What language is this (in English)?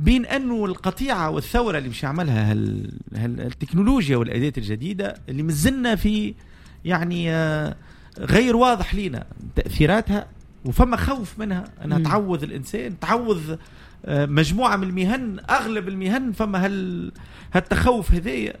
Tunisian Arabic